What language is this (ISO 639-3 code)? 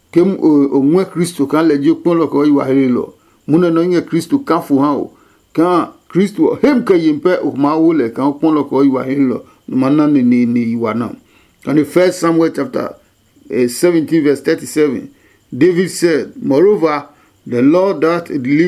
ada